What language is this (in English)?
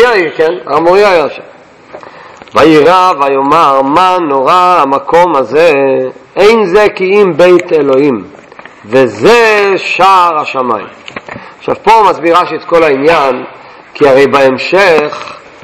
Hebrew